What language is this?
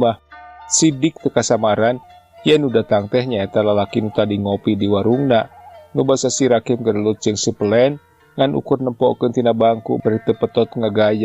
Sundanese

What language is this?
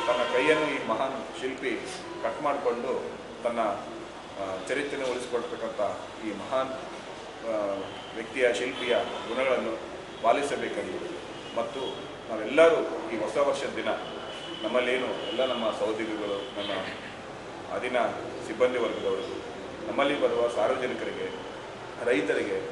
Kannada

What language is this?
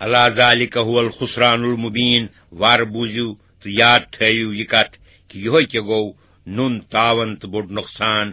Kashmiri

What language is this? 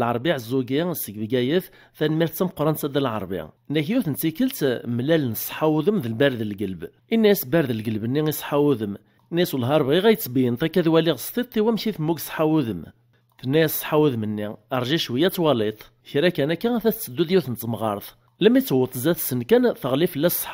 Kabyle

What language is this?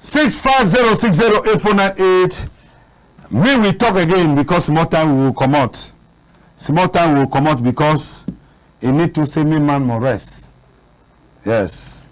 Cameroon Pidgin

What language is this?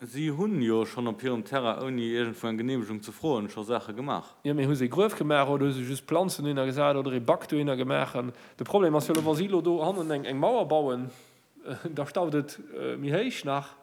Luxembourgish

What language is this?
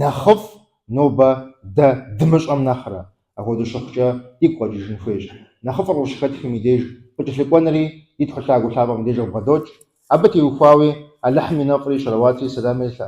Kabardian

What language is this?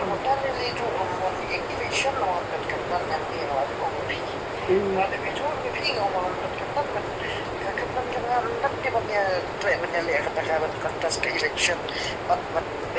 Khasi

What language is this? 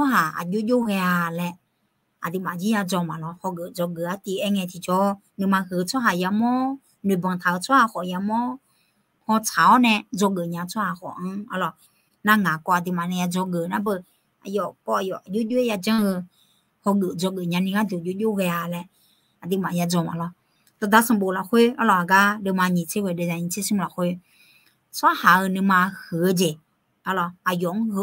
Akha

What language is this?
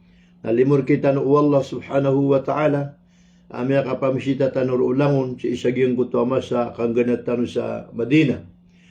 Maranao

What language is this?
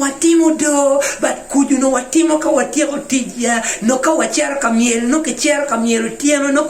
Acoli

